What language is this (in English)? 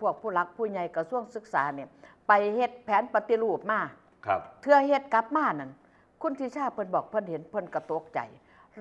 Northeastern Thai